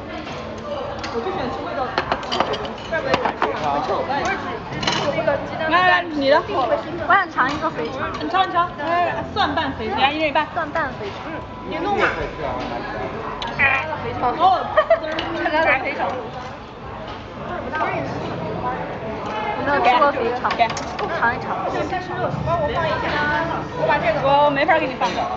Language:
Chinese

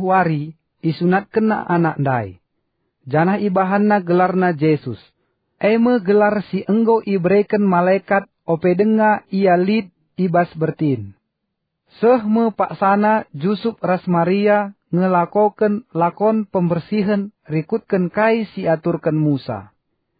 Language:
Batak Karo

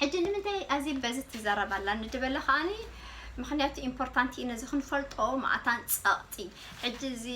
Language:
Tigrinya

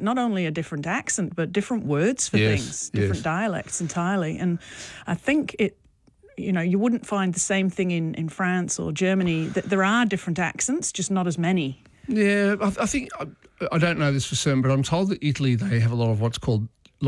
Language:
English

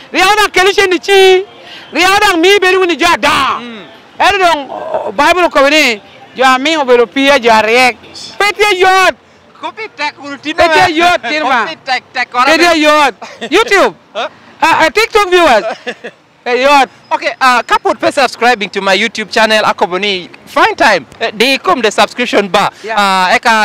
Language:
Lango (Uganda)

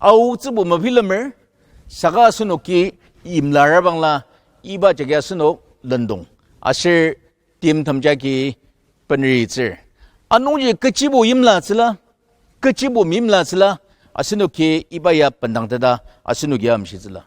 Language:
Ao Naga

